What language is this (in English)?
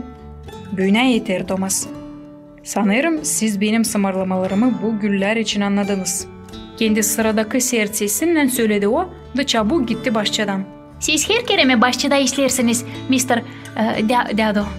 Gagauz